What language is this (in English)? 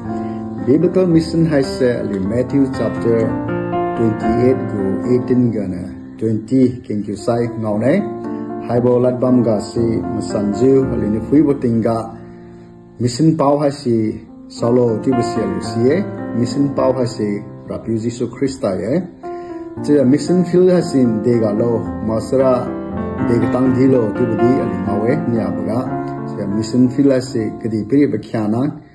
Liangmai Naga